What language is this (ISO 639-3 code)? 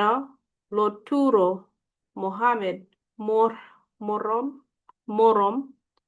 ach